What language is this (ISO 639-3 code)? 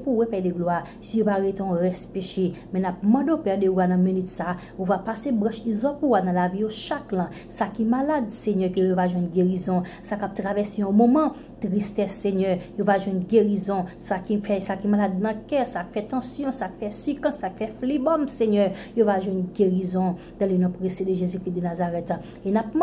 hat